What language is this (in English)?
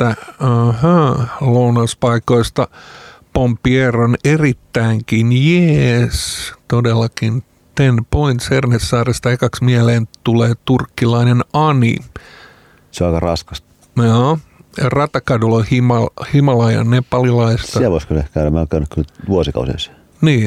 Finnish